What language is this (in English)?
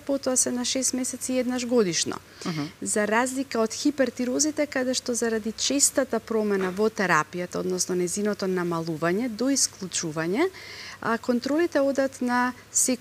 Macedonian